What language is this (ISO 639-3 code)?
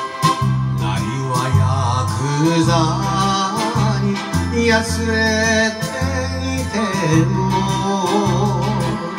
jpn